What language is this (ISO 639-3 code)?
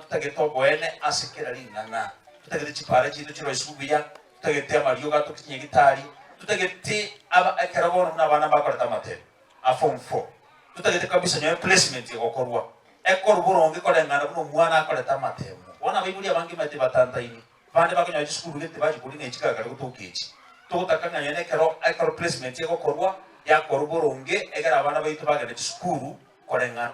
guz